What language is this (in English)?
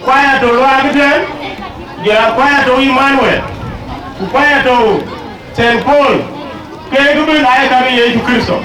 Dinka